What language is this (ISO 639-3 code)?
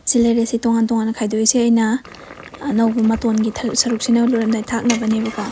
mni